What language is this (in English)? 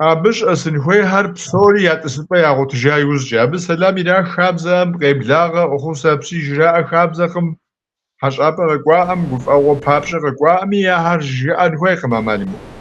Kabardian